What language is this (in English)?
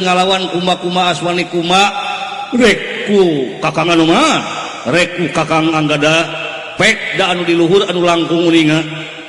Sundanese